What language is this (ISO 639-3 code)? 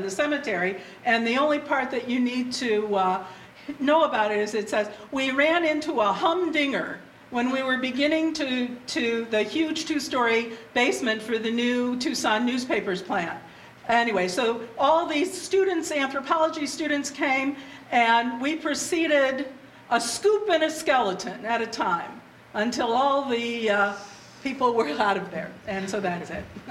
eng